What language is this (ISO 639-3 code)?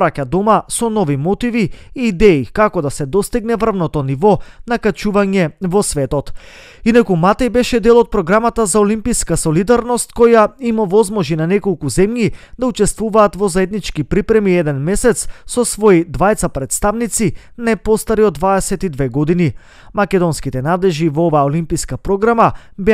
mkd